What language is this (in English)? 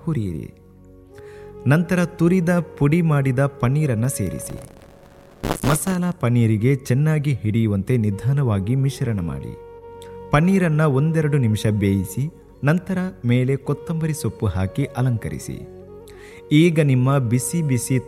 Kannada